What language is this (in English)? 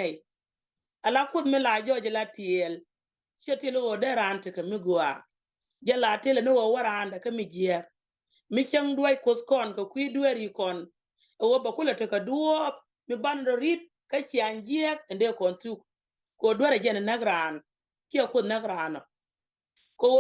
Nuer